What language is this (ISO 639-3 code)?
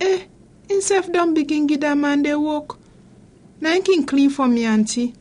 kri